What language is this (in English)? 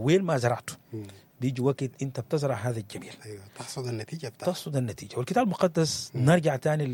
Sudanese Arabic